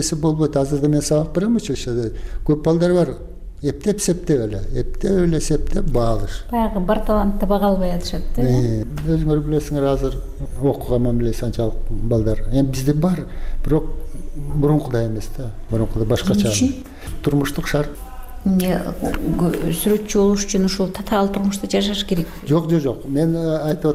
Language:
Kyrgyz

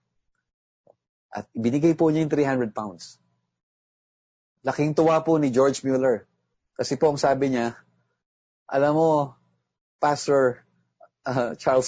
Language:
Filipino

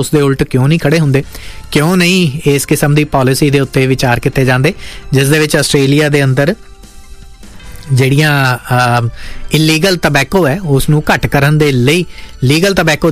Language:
Punjabi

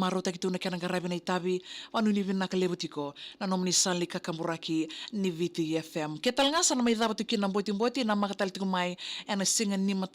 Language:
Fijian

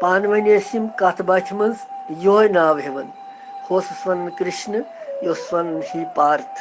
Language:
Kashmiri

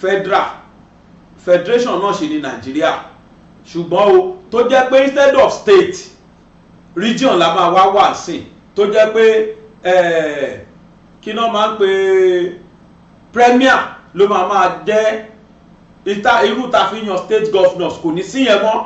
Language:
Yoruba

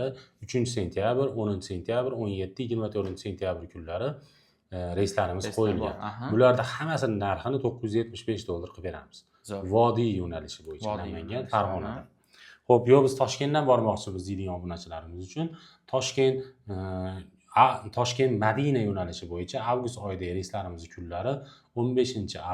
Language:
Uzbek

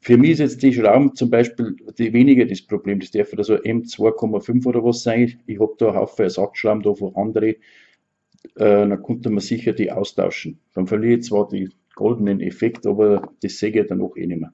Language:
Bavarian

